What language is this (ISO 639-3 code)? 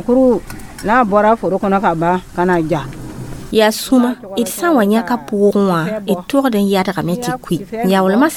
mos